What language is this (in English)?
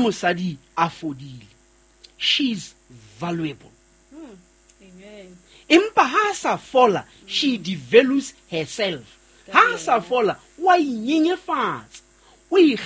Southern Sotho